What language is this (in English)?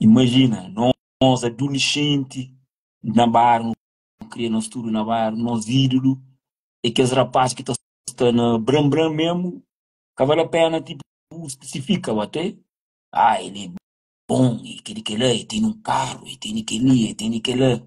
Kabuverdianu